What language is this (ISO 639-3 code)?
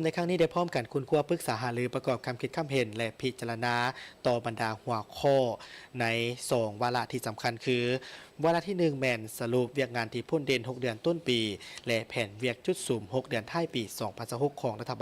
lao